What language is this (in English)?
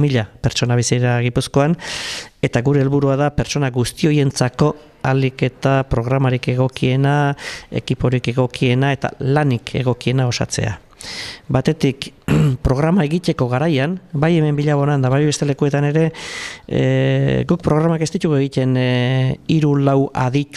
Basque